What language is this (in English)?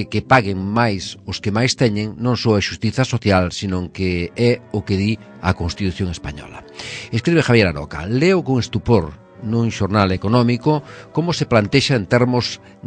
Galician